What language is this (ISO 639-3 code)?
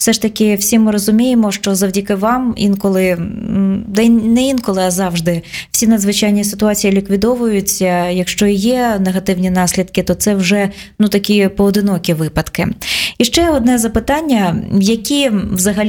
ukr